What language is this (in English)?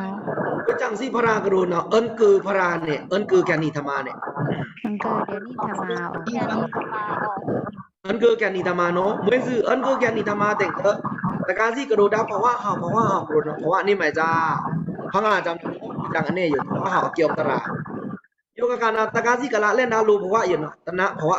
Pa'o Karen